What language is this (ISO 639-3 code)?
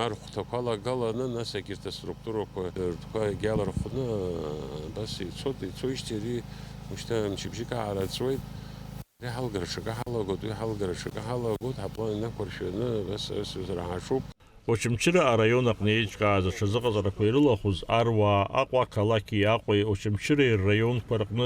abk